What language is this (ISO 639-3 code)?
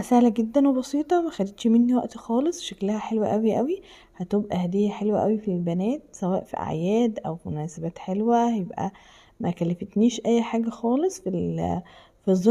arz